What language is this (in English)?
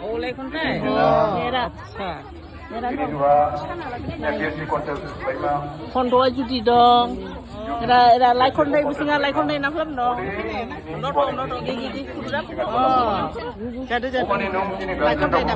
Dimasa